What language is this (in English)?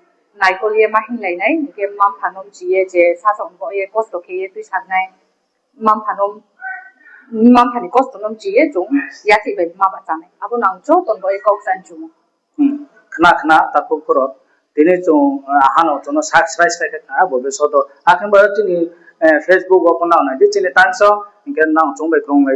Riang (India)